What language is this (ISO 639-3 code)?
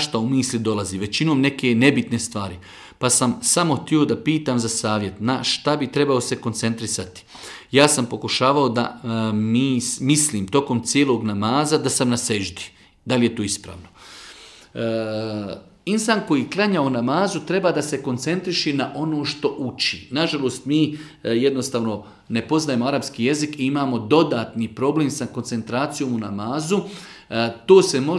bos